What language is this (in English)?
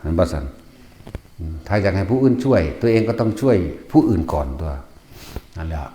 Northeastern Thai